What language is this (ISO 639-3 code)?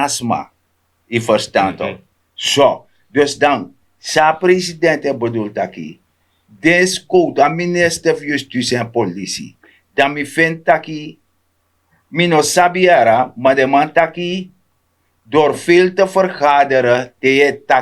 srn